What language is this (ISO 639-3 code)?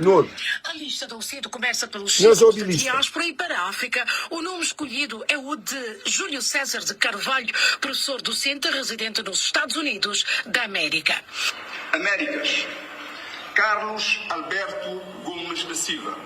kea